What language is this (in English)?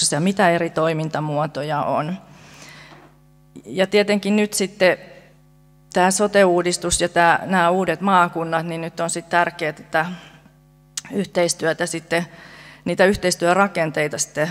Finnish